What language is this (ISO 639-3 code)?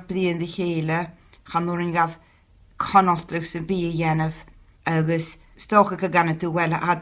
gla